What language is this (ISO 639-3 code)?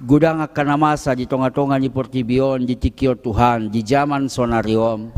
bbc